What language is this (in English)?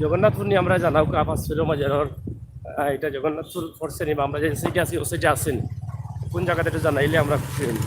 Sylheti